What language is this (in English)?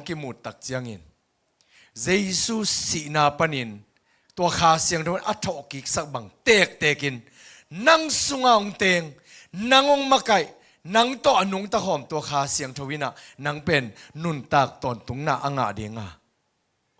Tedim Chin